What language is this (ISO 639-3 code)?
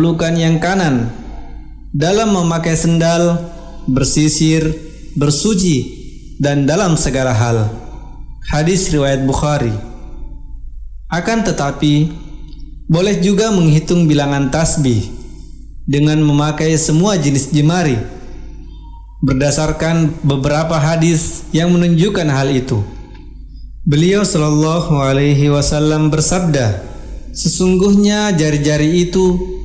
ind